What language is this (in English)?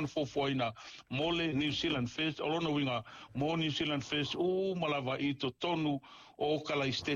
Samoan